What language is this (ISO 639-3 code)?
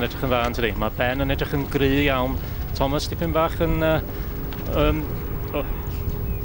cym